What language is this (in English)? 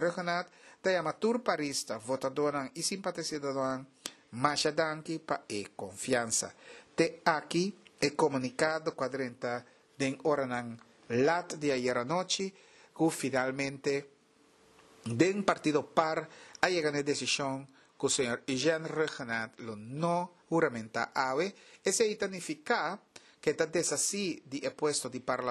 Papiamento